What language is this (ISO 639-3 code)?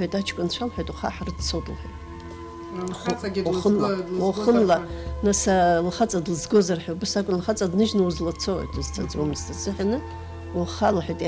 abk